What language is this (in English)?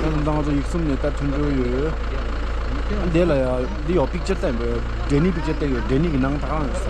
Tibetan